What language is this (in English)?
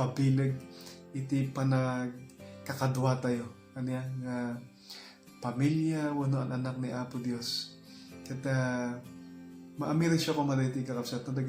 Iloko